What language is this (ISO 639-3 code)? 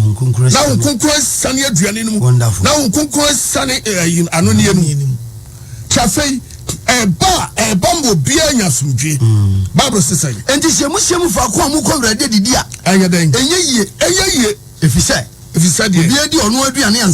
aka